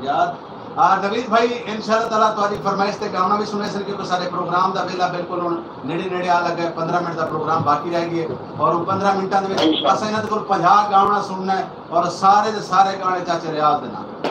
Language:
Saraiki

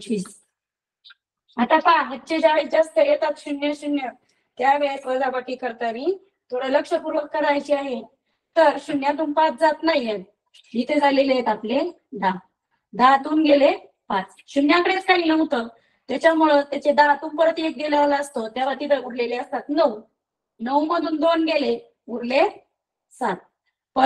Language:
Marathi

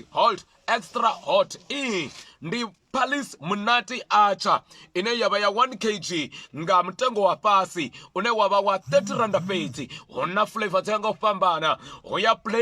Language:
Venda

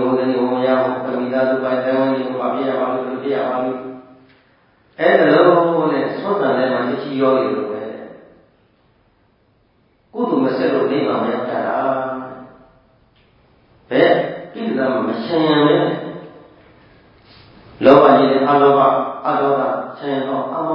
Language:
Burmese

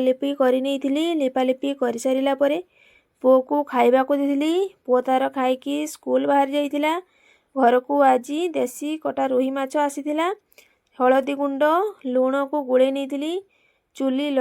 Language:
Odia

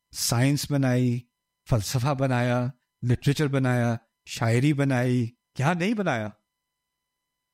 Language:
Urdu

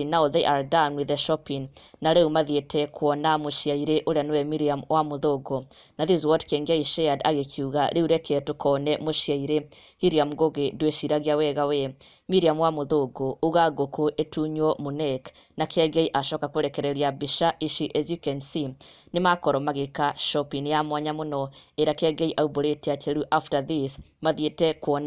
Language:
Kikuyu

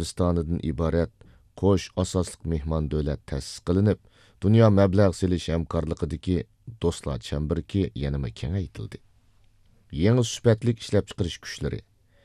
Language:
Uyghur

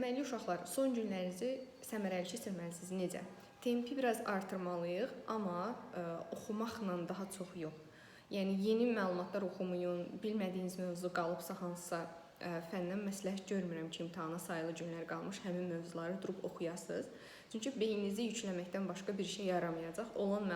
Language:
Azerbaijani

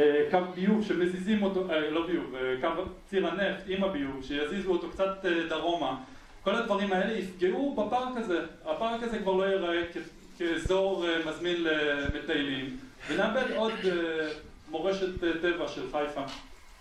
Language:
Hebrew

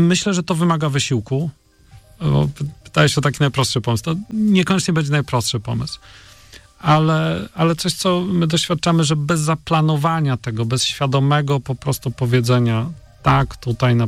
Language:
Polish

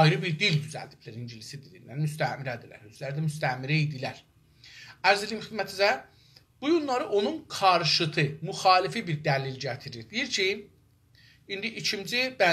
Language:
South Azerbaijani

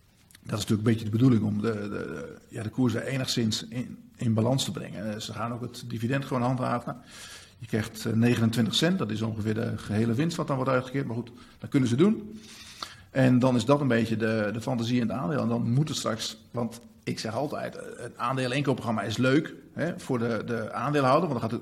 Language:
Dutch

